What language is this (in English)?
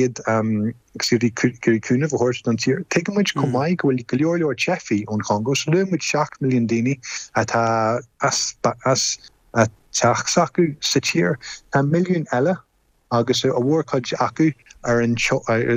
Irish